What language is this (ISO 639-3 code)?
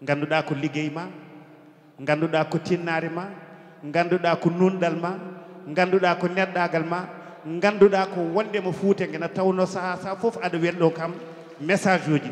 ful